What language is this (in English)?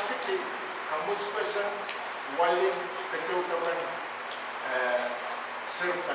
Pohnpeian